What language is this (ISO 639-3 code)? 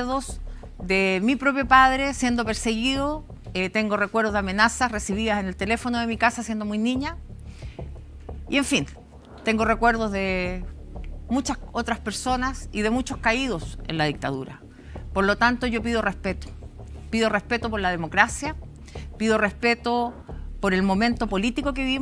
spa